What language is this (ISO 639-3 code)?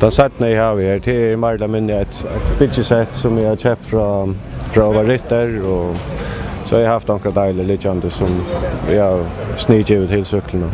fao